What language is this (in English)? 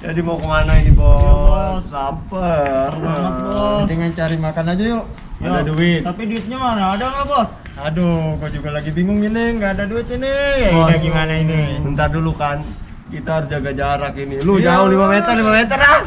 Betawi